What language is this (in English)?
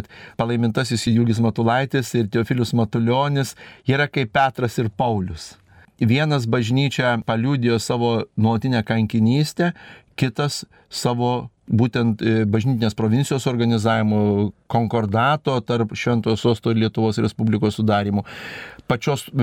Lithuanian